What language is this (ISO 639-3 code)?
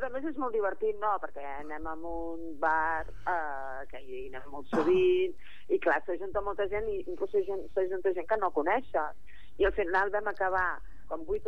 cat